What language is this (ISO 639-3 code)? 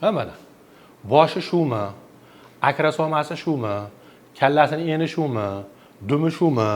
uzb